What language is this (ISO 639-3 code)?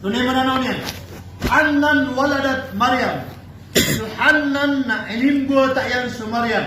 mrw